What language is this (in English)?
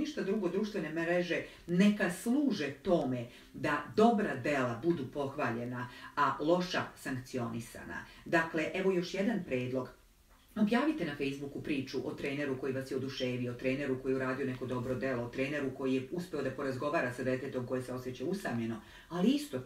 Serbian